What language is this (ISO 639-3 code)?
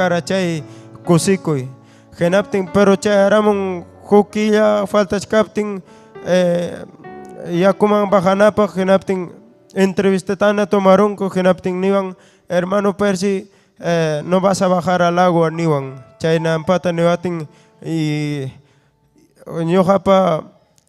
quy